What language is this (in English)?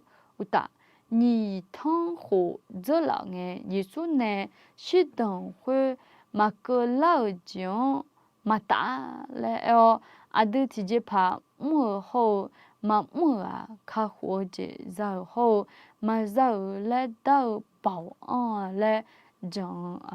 Akha